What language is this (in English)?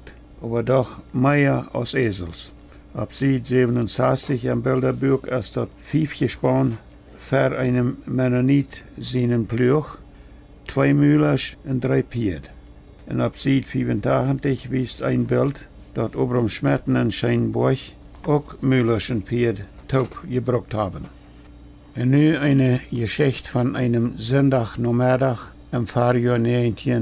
Plautdietsch